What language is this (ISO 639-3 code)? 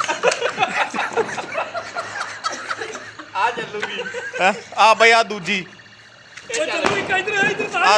pan